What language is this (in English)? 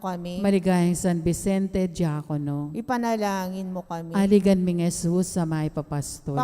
Pampanga